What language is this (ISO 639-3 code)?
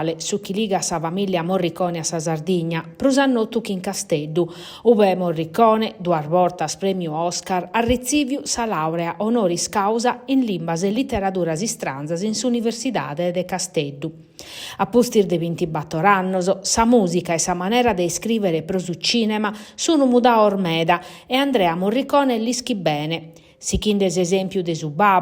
srd